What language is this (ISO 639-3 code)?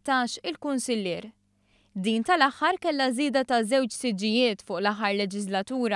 mlt